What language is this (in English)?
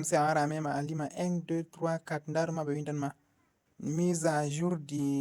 Fula